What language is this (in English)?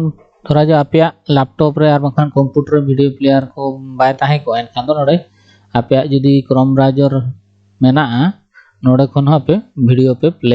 Santali